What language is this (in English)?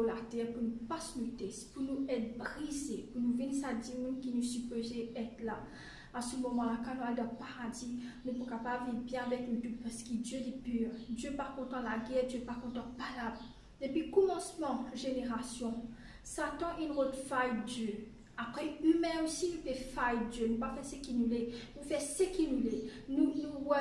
Morisyen